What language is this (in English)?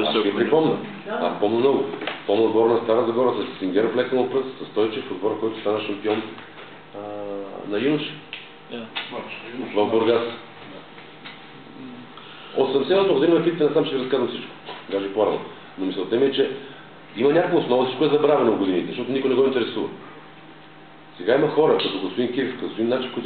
Bulgarian